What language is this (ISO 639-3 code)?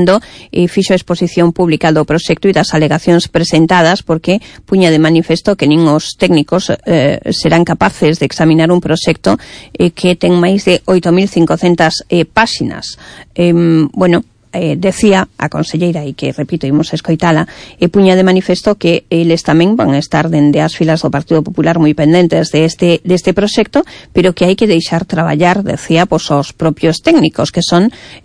glg